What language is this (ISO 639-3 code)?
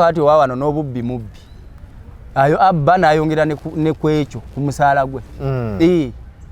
lug